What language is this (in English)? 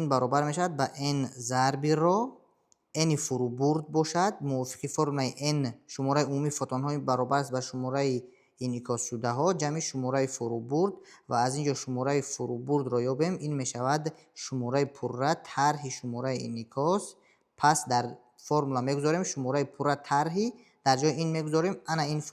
Tajik